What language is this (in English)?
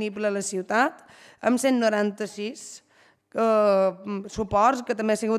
Catalan